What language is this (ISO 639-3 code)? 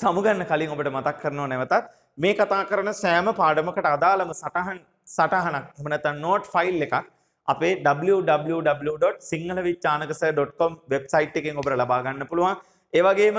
sin